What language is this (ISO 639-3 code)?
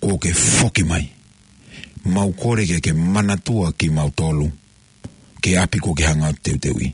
ton